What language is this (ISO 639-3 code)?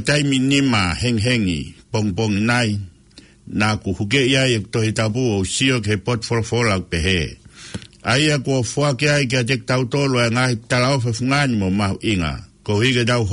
ton